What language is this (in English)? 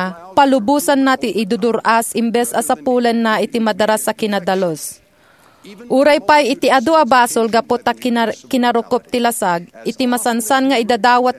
Iloko